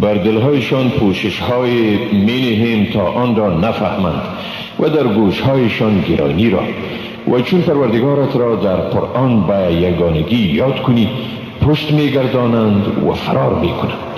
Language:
Persian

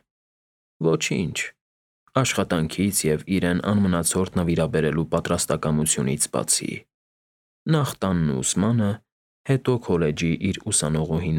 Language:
Armenian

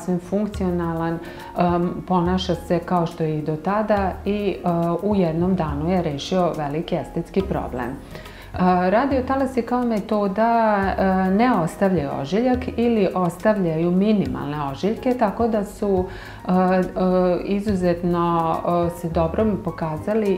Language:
Serbian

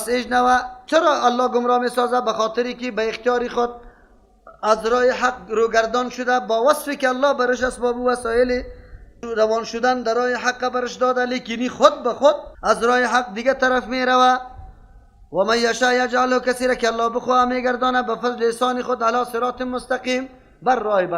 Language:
Persian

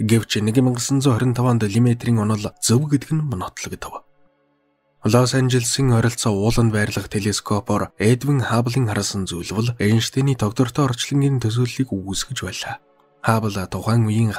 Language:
Mongolian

